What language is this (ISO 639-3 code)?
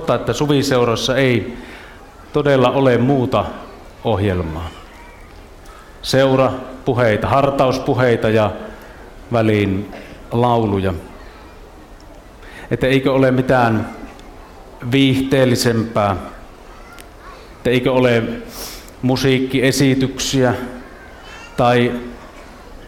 fin